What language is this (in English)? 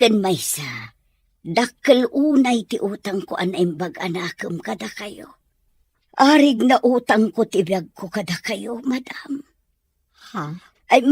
Iloko